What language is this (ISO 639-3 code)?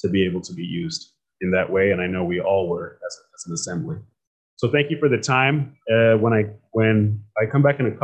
eng